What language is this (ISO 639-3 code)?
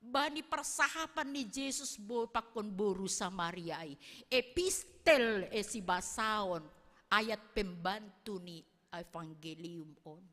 bts